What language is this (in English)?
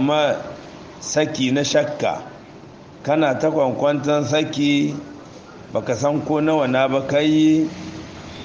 Hausa